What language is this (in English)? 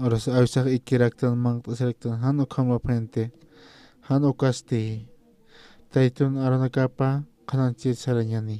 Aymara